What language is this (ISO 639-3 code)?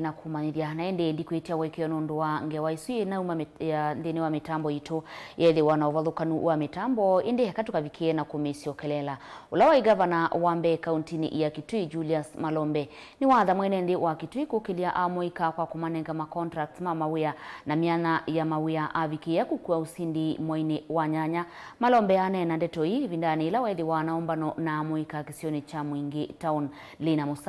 kam